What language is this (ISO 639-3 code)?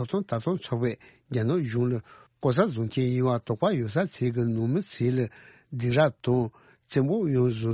bod